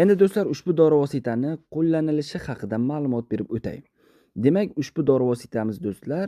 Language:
Uzbek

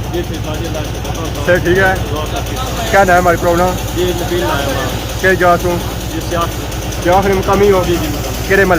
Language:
Pahari-Potwari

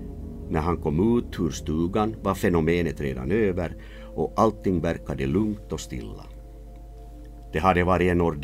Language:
Swedish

